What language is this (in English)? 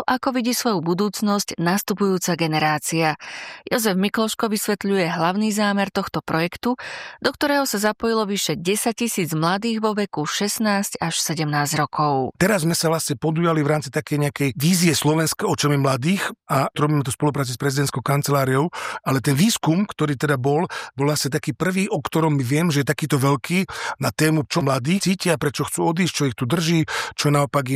Slovak